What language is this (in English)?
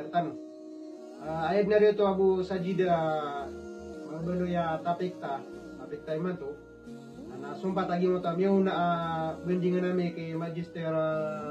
Maranao